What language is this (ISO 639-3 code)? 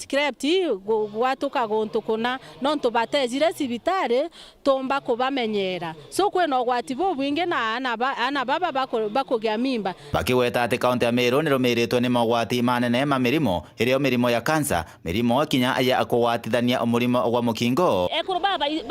mer